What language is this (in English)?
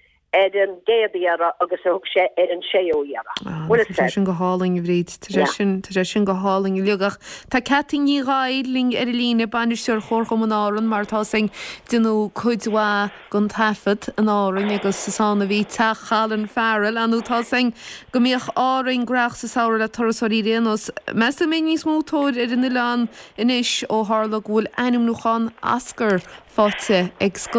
Irish